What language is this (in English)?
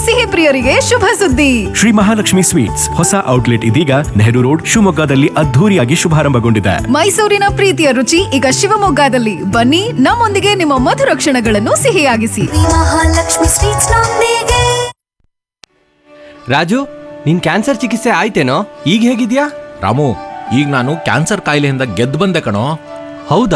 Kannada